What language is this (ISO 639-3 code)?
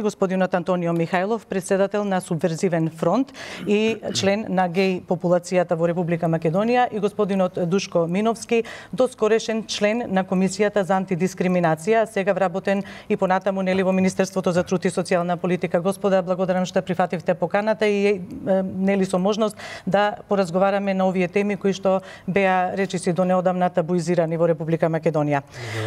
mkd